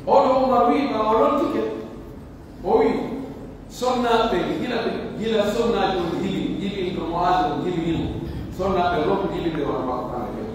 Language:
Pular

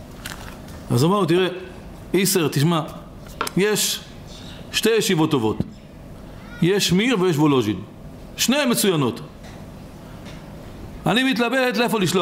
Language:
Hebrew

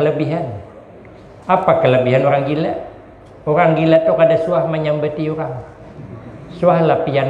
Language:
Banjar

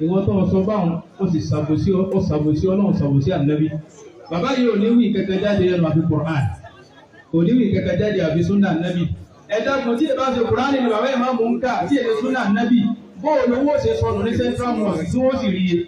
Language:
Yoruba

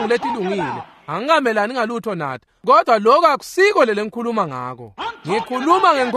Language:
Swati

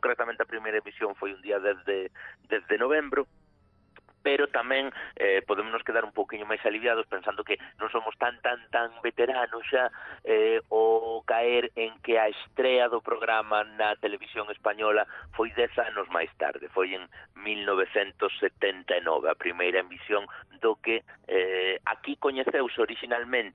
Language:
Galician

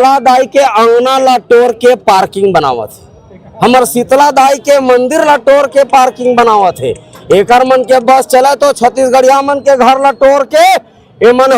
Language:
Chhattisgarhi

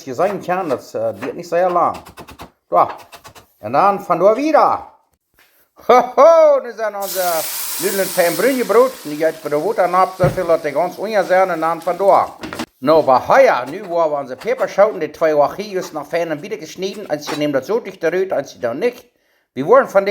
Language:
Plautdietsch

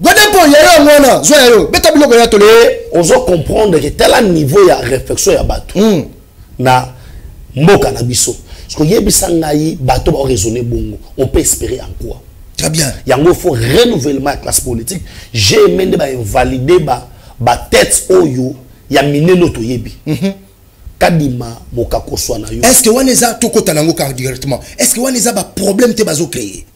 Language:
Lingala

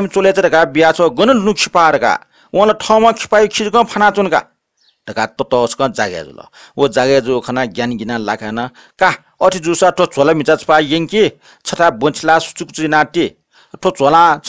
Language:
Newari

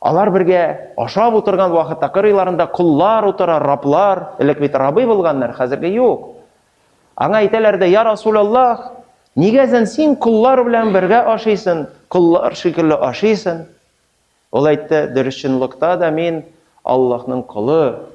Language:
Tatar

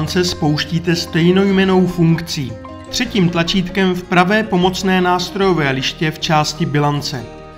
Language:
Czech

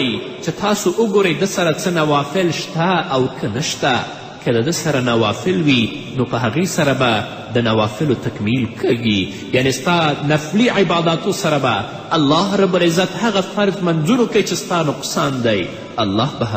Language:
Pashto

